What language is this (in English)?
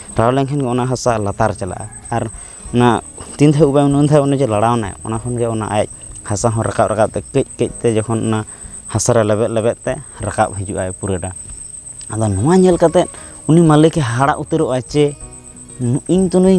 Santali